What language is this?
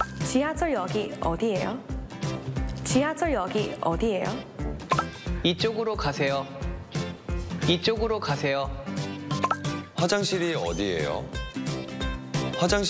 Korean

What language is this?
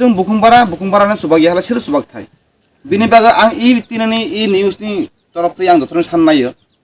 Kok Borok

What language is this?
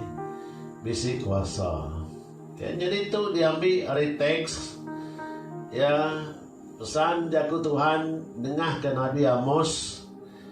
Iban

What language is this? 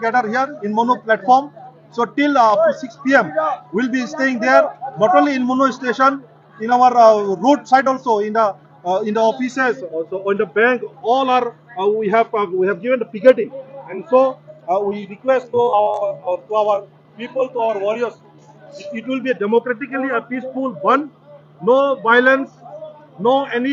Riang (India)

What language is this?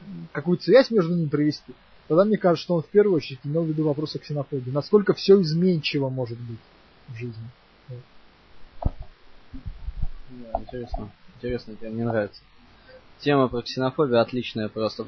Russian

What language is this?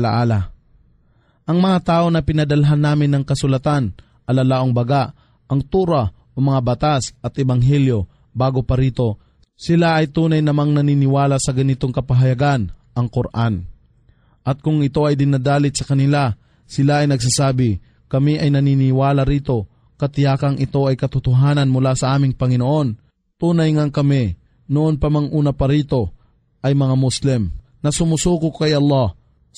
Filipino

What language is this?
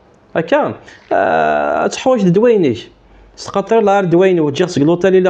Kabyle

